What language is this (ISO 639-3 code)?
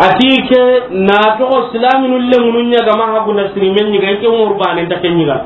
snk